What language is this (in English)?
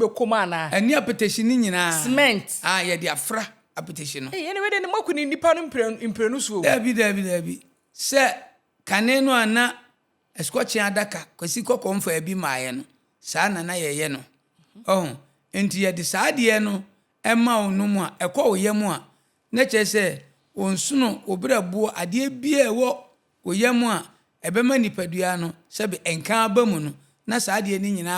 Akan